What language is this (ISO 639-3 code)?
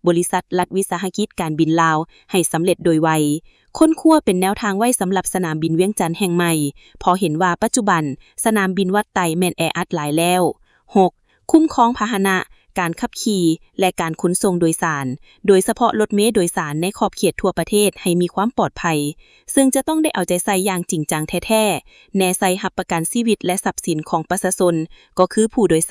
lao